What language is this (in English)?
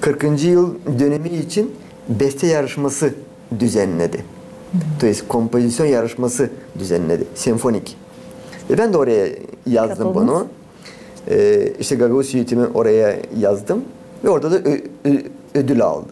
Gagauz